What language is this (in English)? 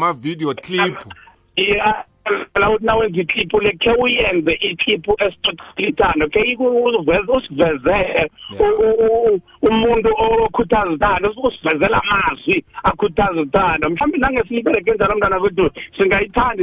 South Ndebele